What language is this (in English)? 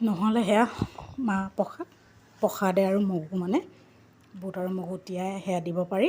Assamese